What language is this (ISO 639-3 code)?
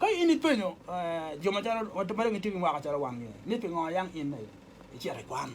ach